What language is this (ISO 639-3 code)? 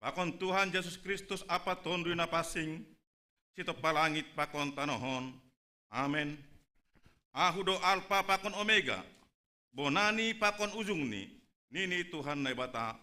bts